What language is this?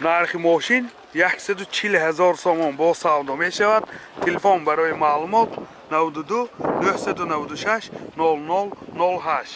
Tajik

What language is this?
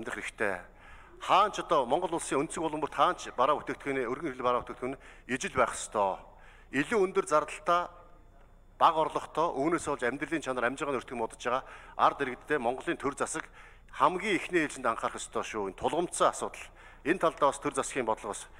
Mongolian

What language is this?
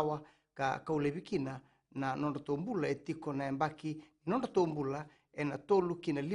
Fijian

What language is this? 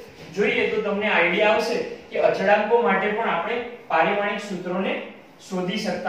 Gujarati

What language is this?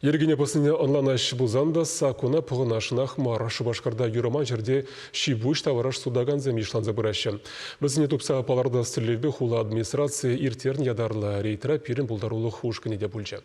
Chuvash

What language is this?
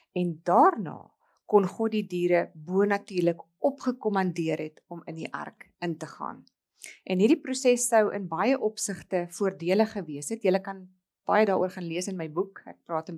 Afrikaans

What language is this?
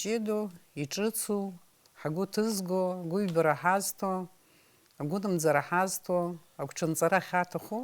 Abkhazian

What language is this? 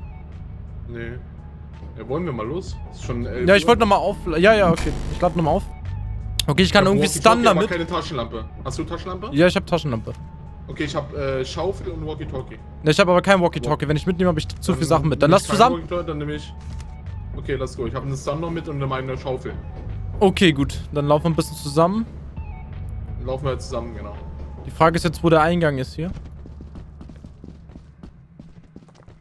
German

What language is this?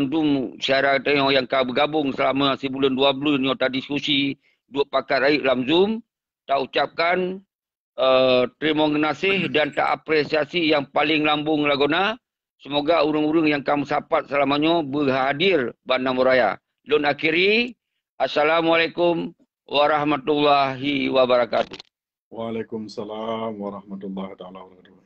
Achinese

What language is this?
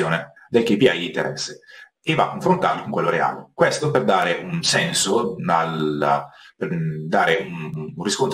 Italian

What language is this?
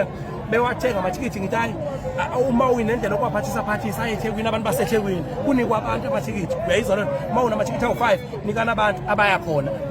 Zulu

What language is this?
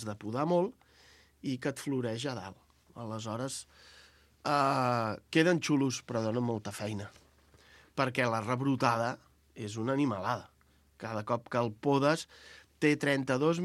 Catalan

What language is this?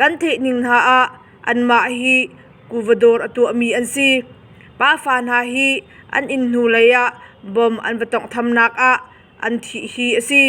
Hakha Chin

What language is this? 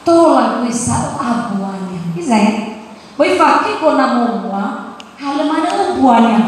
Nias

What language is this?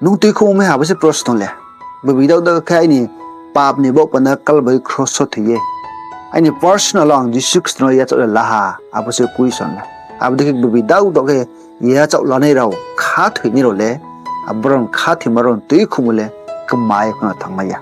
Riang (India)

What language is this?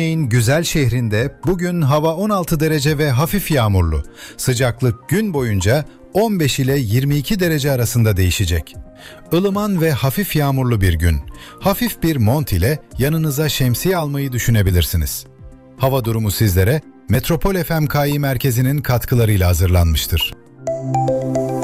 Turkish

